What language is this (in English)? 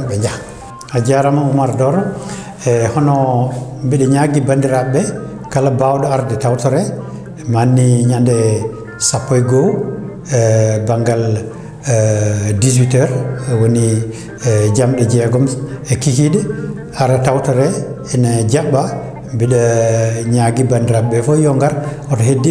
Fula